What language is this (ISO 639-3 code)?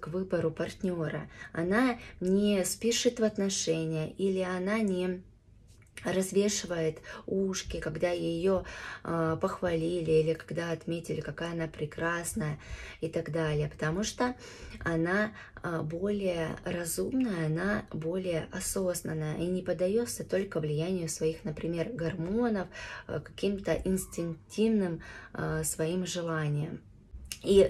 rus